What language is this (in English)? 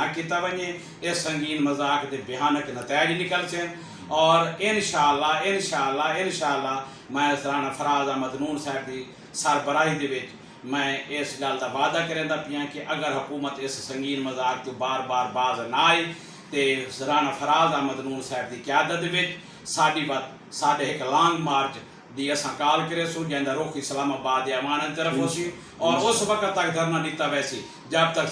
Saraiki